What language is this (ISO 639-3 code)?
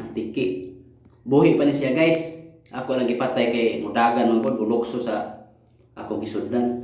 ceb